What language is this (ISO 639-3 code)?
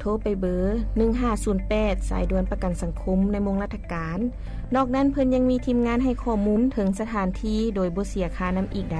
lao